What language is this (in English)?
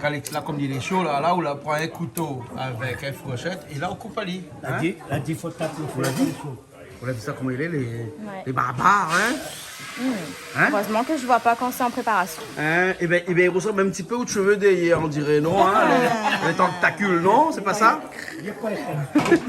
Réunion Creole French